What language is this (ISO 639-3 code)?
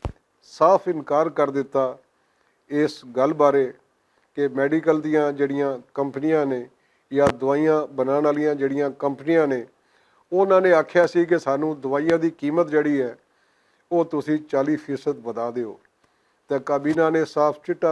lah